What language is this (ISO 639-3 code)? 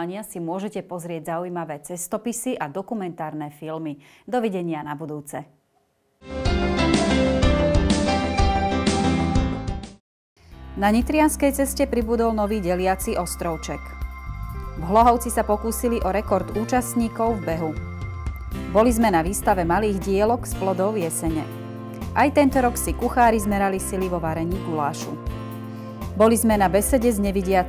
slk